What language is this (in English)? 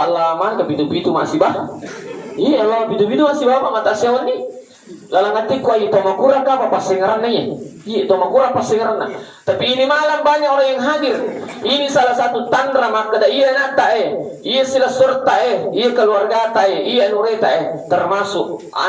Buginese